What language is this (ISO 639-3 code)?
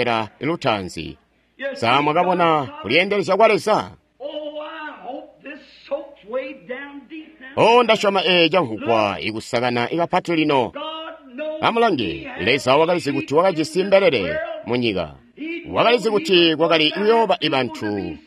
toi